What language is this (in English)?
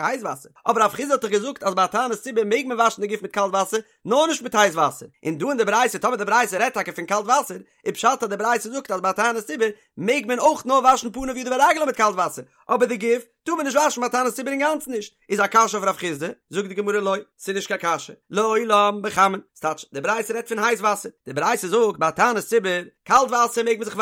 Yiddish